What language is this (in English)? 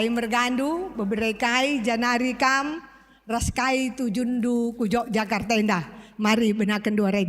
Batak Karo